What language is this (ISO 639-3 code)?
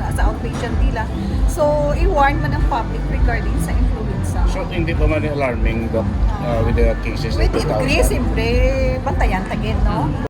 hil